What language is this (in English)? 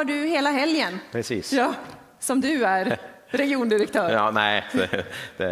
Swedish